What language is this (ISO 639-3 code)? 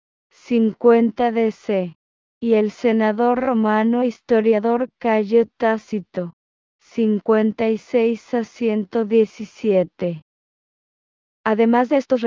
spa